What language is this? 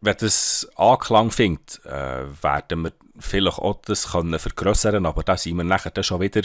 Swiss German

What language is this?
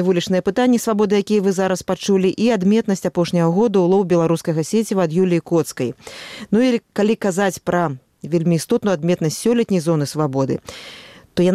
Belarusian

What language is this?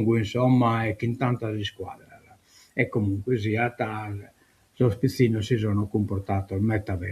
Sardinian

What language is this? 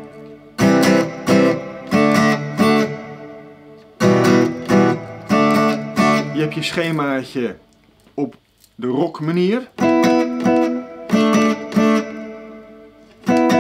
Dutch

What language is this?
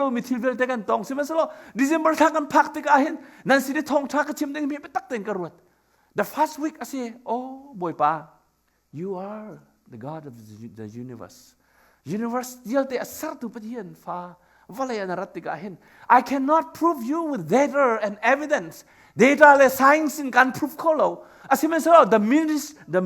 Hakha Chin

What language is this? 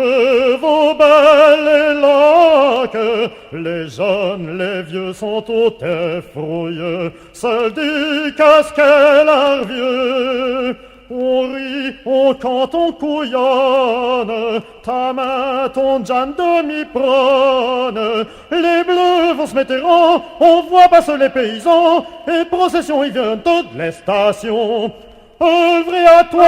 Picard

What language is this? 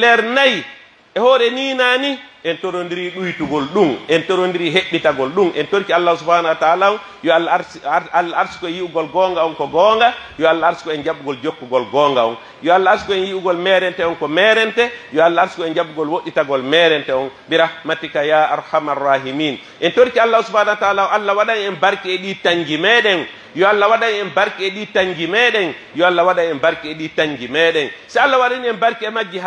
Pular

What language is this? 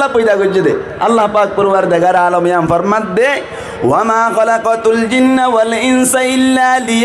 Rohingya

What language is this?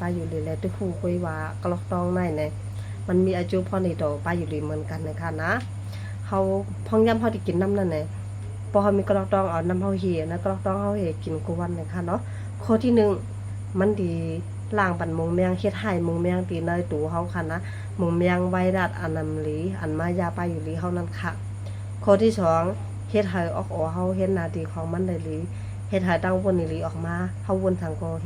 Shan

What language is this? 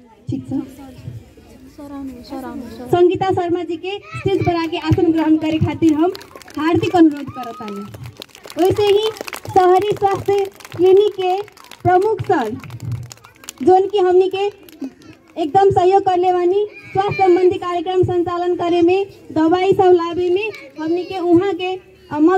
Bhojpuri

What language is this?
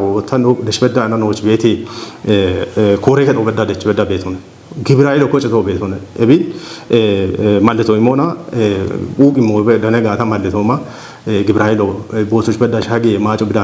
Kafa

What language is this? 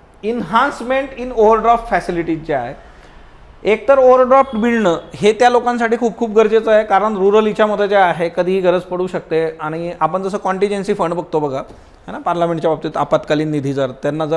Marathi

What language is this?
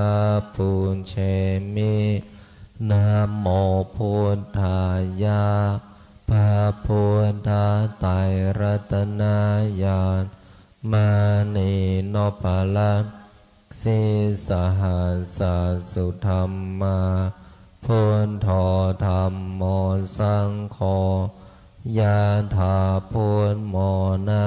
Pali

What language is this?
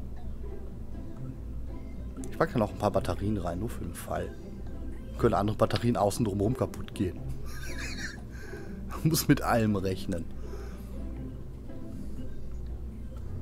German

